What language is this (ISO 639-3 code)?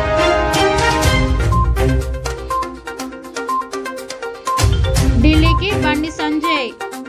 tel